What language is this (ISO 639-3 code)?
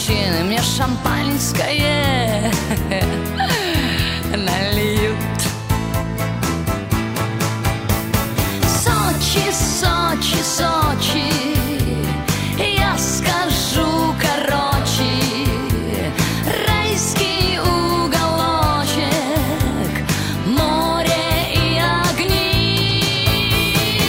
rus